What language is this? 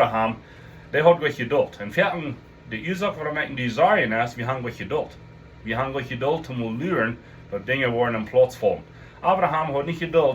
Plautdietsch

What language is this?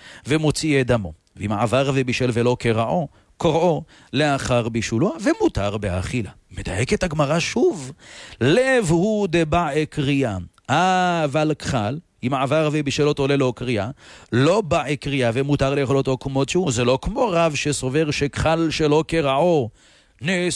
Hebrew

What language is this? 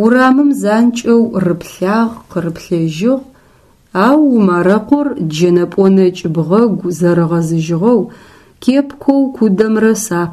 Adyghe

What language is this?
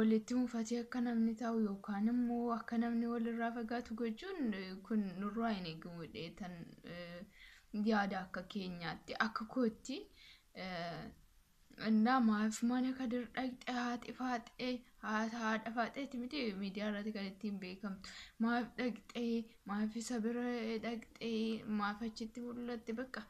Oromo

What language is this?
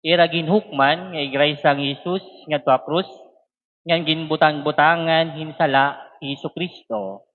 Waray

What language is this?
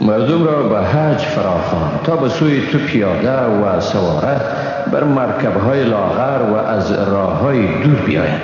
Persian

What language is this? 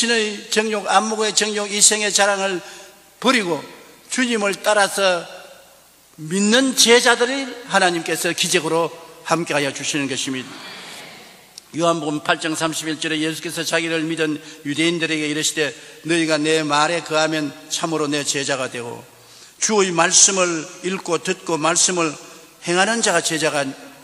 Korean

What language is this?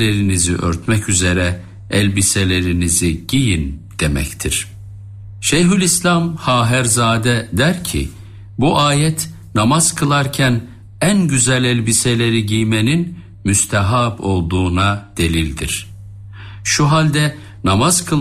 Turkish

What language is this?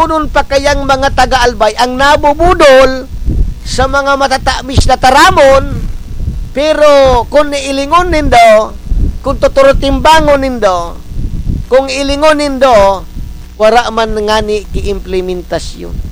Bikol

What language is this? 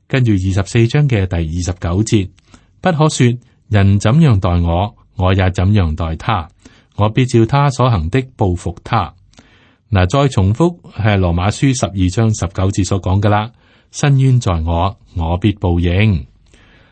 Cantonese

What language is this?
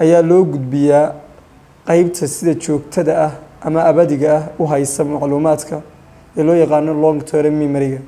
Somali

